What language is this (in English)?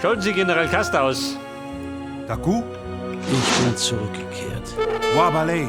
Bavarian